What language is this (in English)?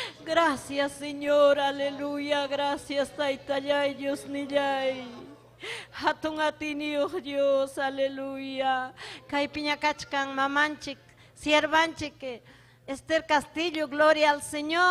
Ayacucho Quechua